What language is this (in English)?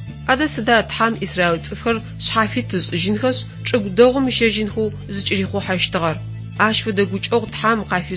Adyghe